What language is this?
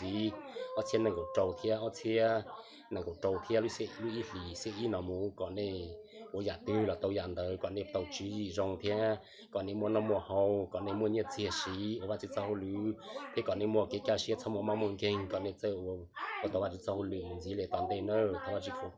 Hmong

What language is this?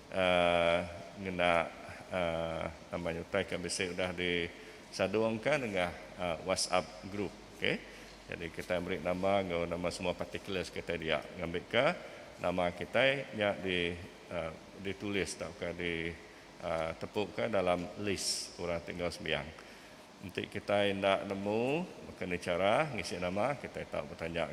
Iban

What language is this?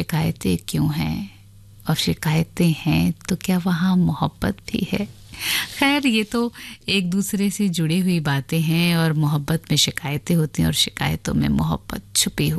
Hindi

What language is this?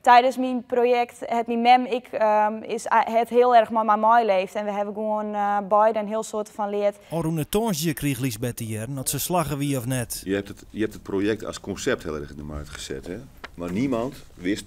Western Frisian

